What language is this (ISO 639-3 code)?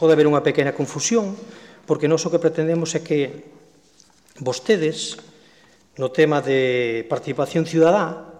glg